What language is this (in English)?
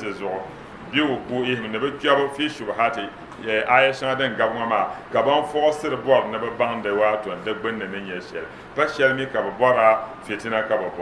Dagbani